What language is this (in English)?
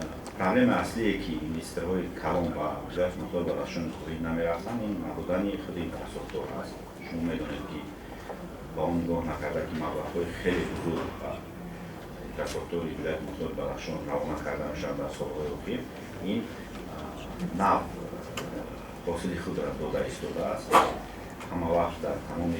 Tajik